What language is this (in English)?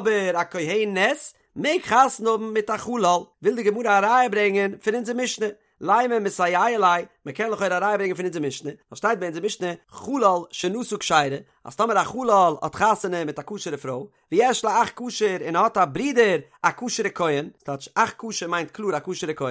Yiddish